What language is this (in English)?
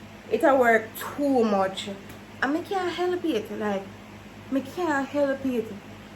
Jamaican Creole English